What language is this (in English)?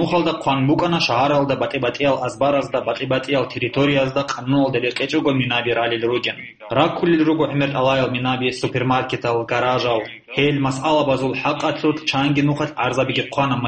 Avaric